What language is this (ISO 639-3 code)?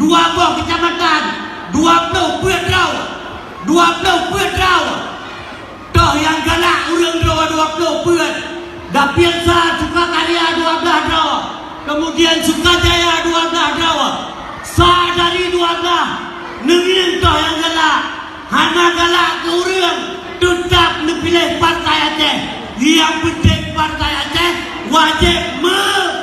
ace